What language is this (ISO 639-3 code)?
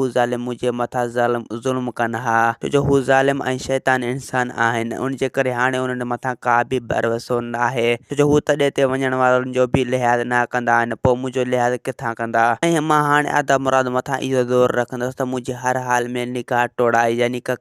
snd